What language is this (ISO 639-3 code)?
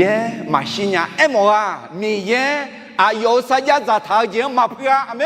ahk